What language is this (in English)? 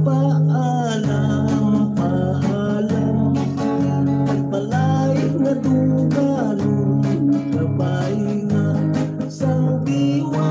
Hiligaynon